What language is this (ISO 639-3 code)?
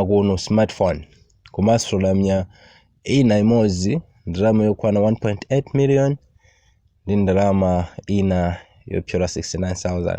nya